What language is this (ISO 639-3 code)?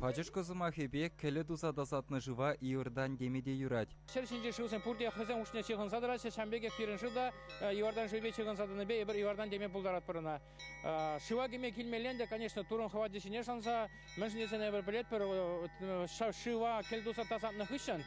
chv